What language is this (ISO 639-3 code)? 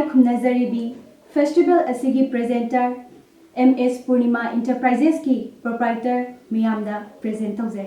mni